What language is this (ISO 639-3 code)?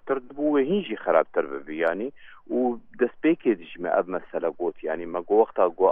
kur